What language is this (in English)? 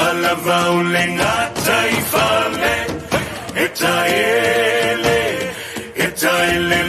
Samoan